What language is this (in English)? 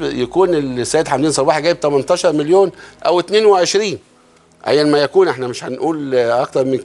Egyptian Arabic